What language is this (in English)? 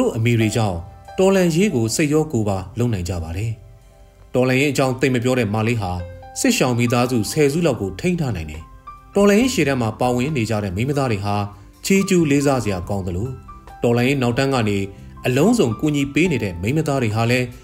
Burmese